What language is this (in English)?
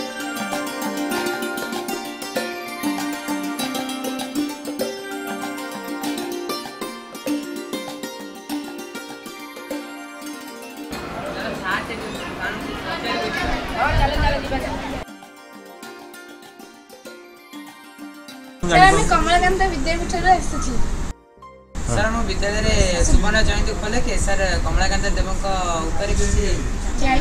Odia